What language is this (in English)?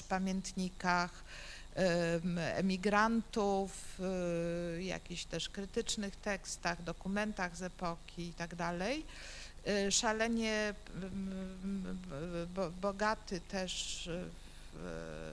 Polish